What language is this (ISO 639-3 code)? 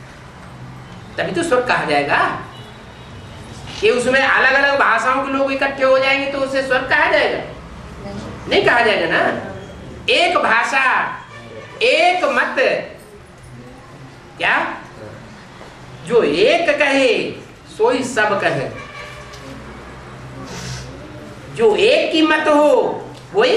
hin